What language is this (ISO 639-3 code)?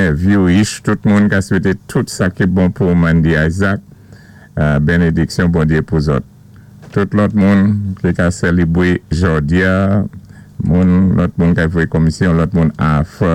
acf